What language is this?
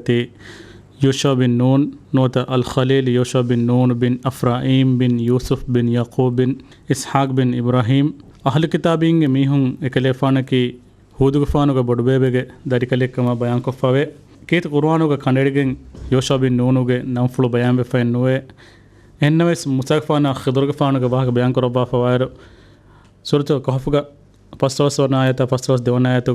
Divehi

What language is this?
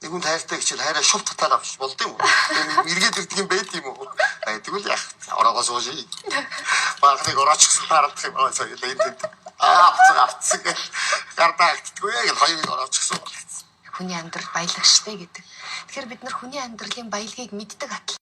Mongolian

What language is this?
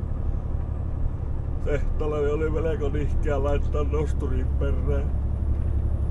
Finnish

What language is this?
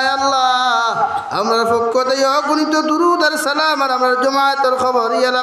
Sylheti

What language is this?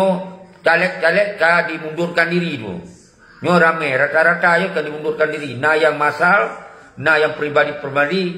Achinese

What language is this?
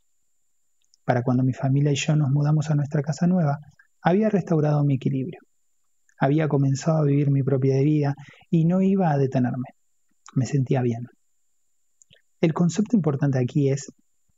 Spanish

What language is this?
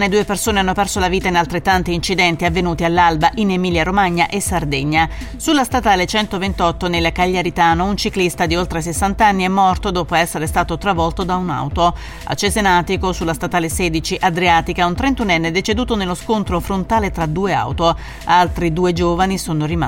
Italian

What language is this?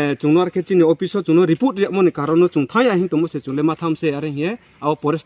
Riang (India)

